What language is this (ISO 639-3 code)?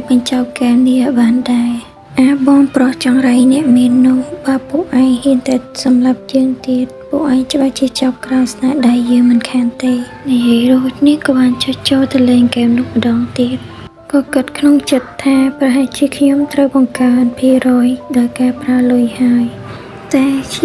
khm